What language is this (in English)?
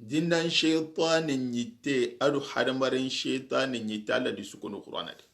Soninke